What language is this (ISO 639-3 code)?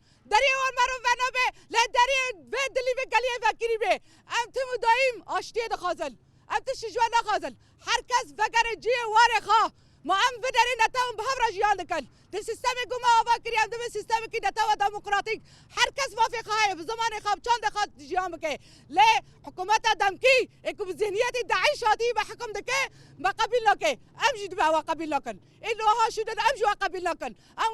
kur